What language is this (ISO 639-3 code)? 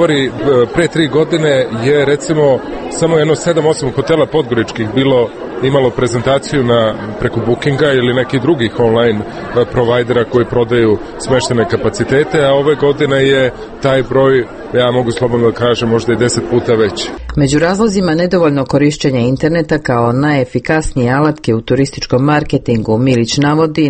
srp